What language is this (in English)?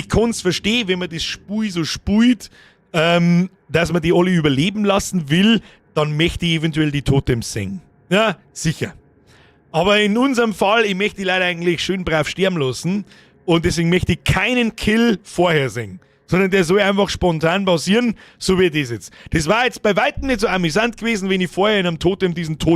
Bavarian